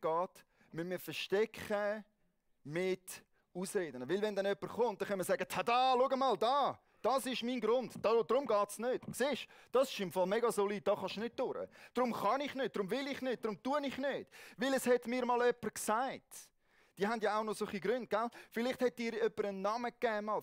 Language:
Swiss German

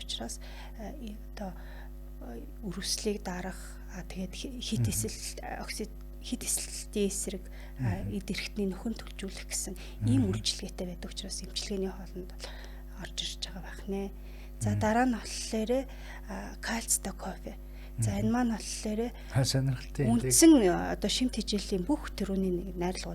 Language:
Mongolian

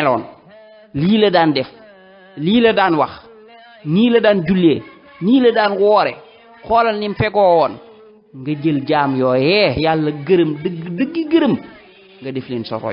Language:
Wolof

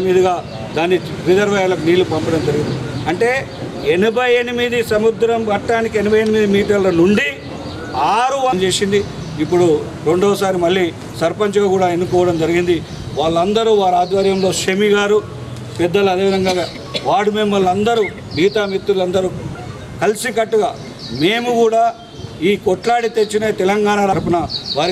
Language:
Telugu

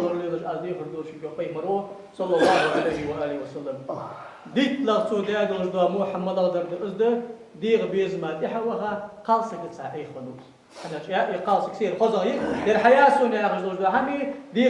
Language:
Ingush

